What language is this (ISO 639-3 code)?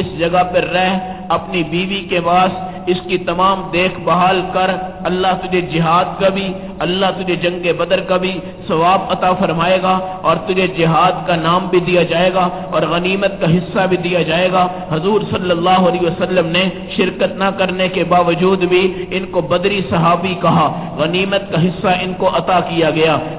urd